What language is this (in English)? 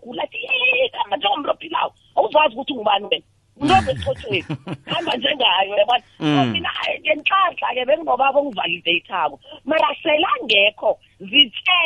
South Ndebele